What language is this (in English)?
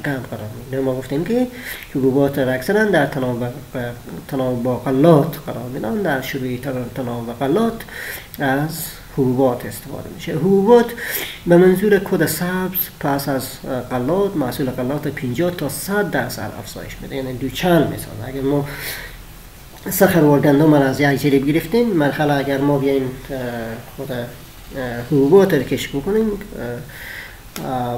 Persian